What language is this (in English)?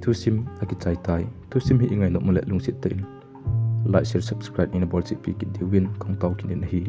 Thado Chin